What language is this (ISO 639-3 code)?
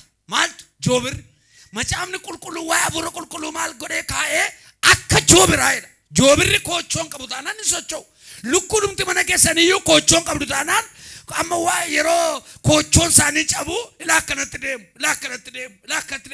orm